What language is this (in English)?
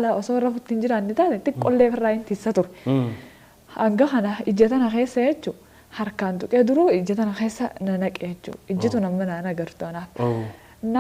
Oromo